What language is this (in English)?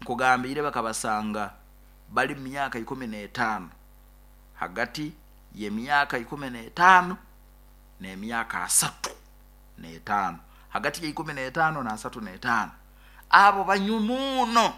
Nyoro